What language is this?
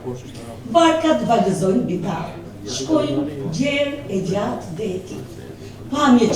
Albanian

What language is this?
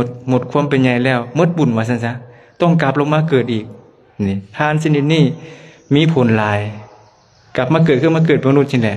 Lao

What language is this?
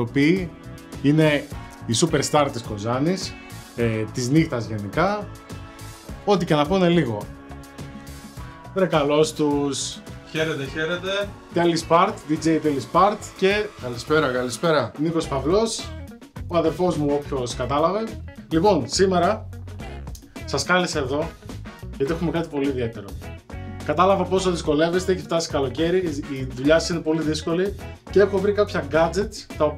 Greek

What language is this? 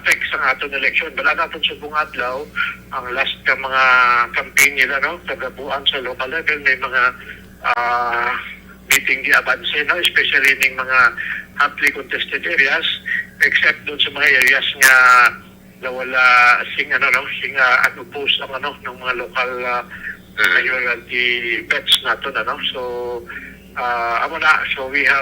Hiligaynon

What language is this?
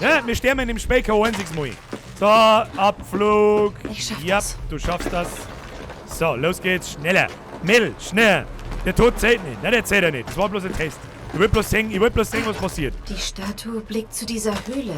Bavarian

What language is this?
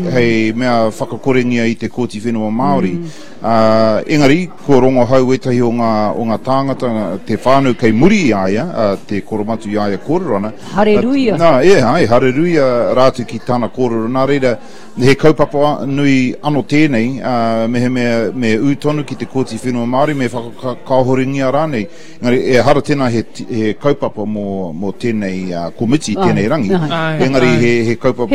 Māori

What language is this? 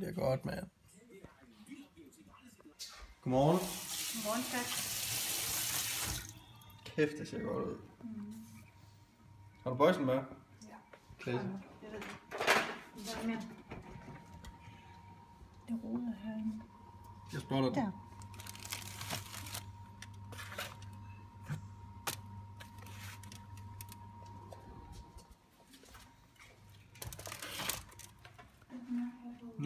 Danish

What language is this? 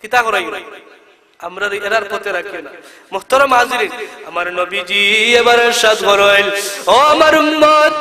Sylheti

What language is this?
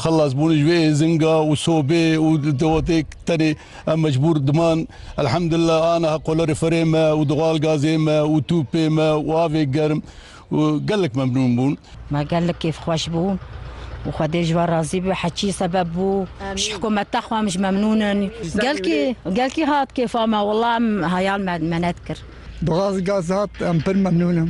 Kurdish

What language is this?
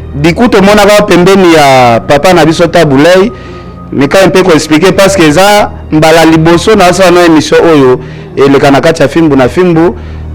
Lingala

